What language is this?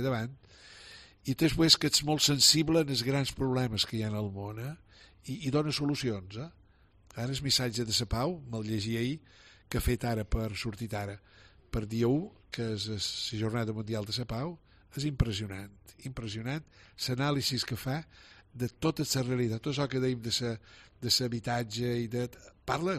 Catalan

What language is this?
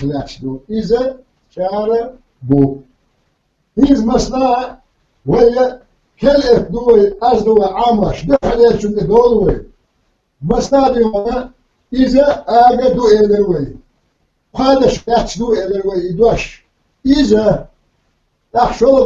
Chechen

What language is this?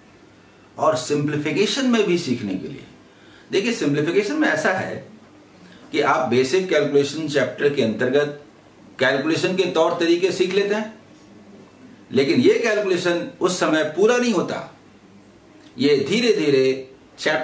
Hindi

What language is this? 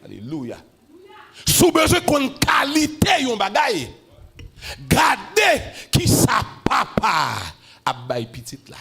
Haitian Creole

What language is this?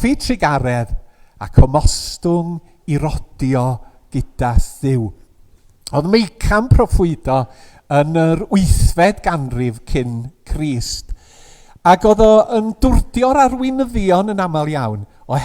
Welsh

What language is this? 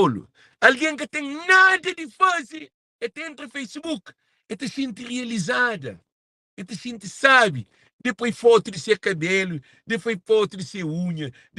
Kabuverdianu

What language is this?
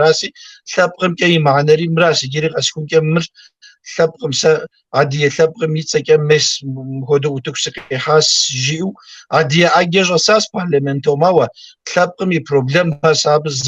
Kabardian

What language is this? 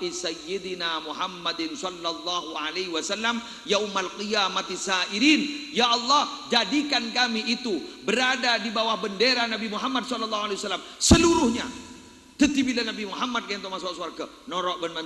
Madurese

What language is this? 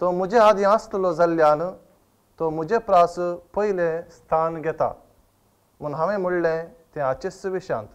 Konkani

